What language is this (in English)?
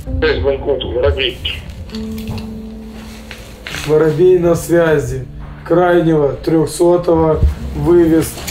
Russian